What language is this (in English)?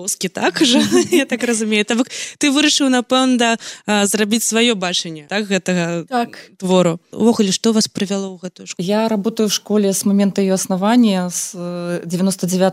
Belarusian